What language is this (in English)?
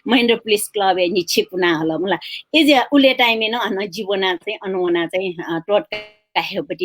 Newari